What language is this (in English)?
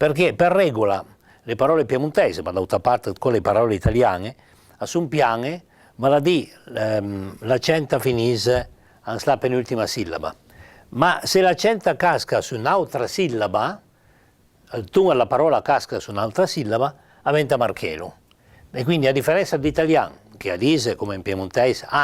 Piedmontese